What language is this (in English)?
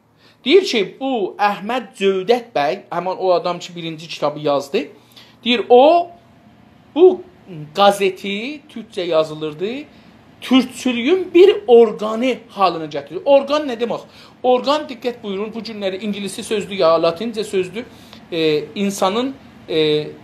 South Azerbaijani